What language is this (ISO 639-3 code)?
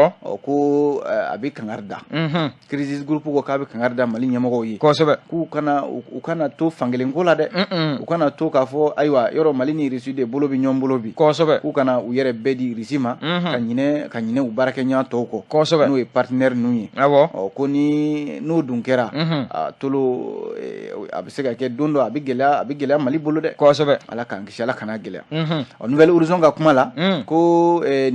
bam